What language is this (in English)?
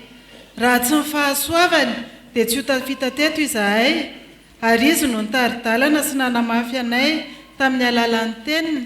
Malagasy